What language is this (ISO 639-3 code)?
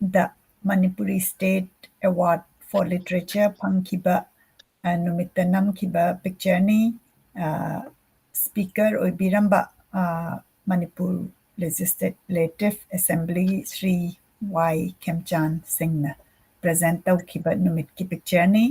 mni